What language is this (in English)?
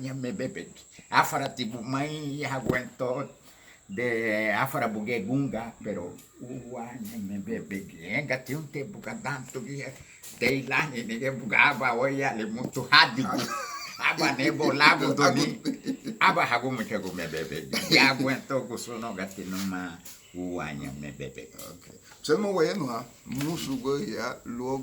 Garifuna